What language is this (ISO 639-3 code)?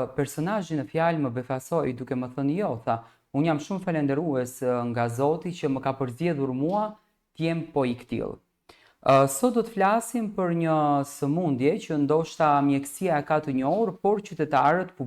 sqi